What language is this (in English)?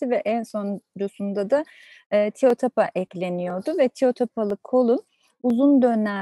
Turkish